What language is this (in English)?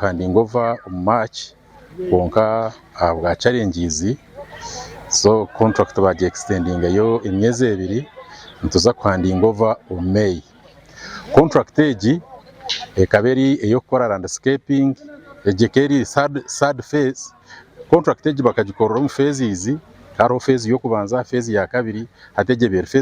Nyankole